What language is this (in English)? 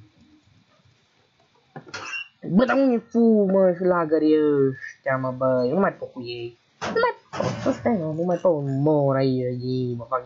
Romanian